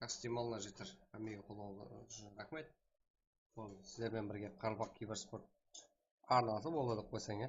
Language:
Kara-Kalpak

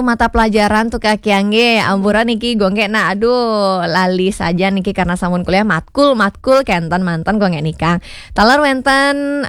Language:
Balinese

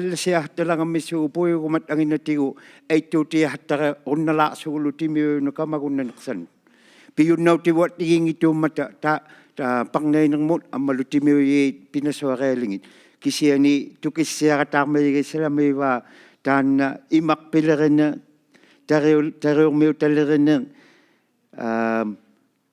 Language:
Inuktitut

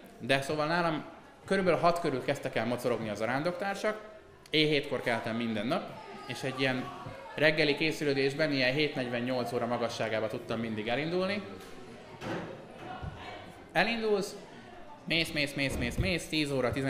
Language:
Hungarian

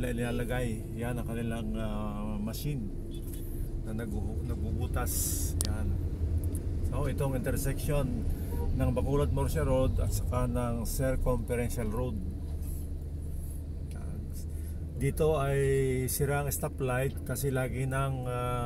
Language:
Filipino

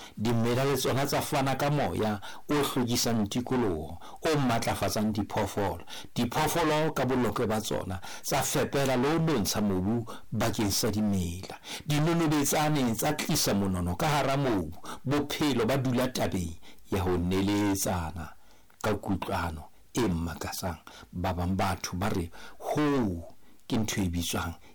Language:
Southern Sotho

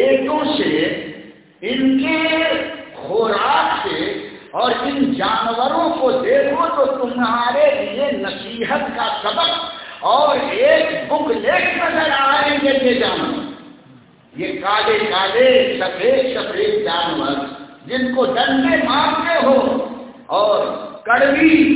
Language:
Urdu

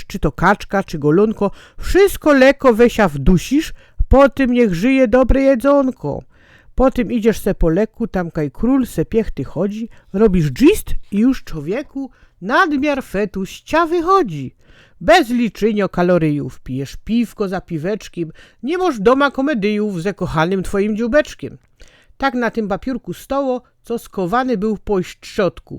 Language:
Silesian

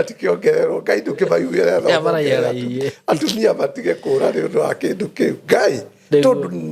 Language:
Kikuyu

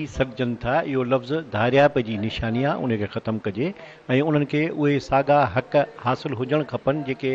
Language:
Sindhi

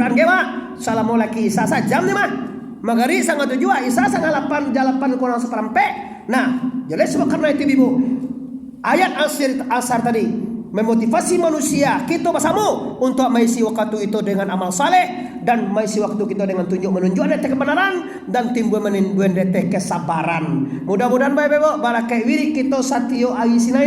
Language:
Minangkabau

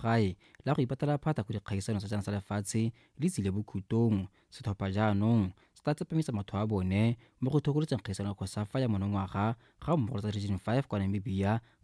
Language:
Tswana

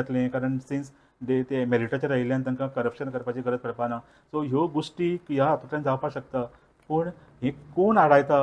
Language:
Konkani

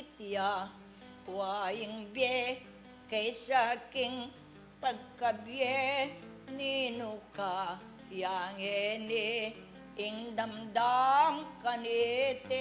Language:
Pampanga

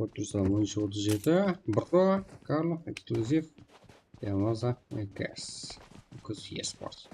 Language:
Kara-Kalpak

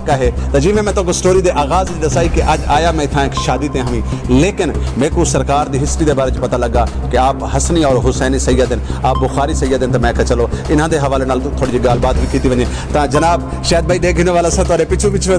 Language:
Saraiki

